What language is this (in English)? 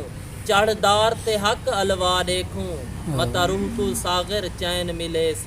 Saraiki